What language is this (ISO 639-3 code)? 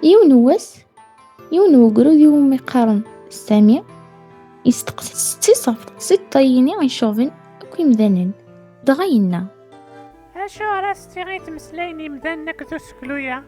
kab